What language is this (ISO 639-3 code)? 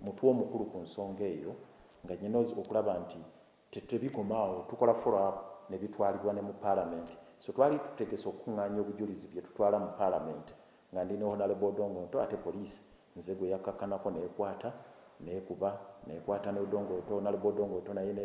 lug